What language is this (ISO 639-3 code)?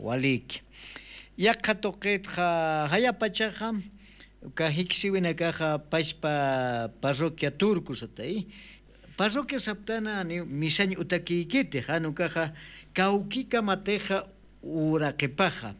aym